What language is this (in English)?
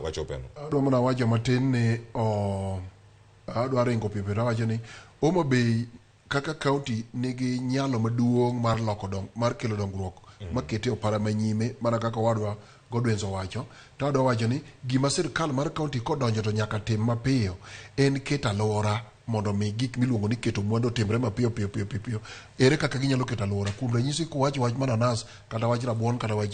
Luo (Kenya and Tanzania)